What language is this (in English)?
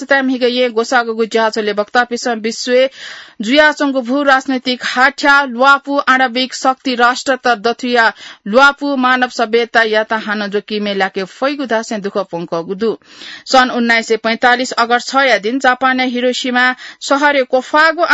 Newari